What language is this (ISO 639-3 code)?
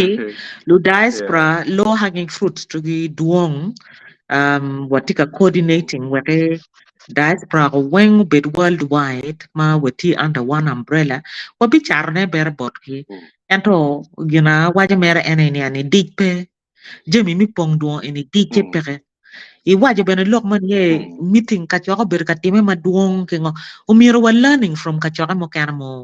ach